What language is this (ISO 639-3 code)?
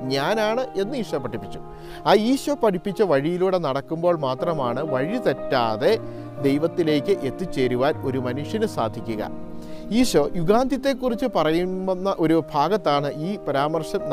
mal